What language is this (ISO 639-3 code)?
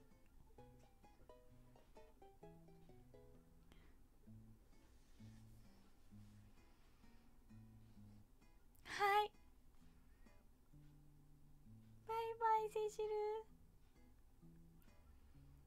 jpn